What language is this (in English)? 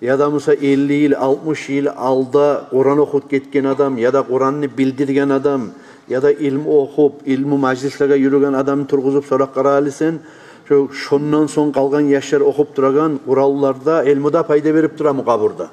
Kumyk